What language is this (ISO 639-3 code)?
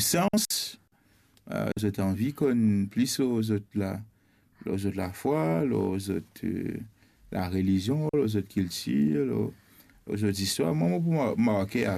mfe